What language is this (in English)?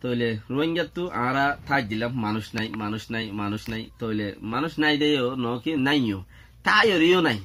Rohingya